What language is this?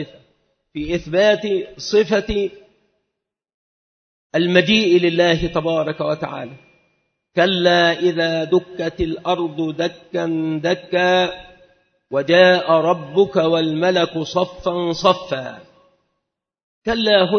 Arabic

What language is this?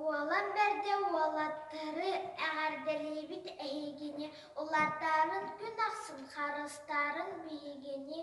Yakut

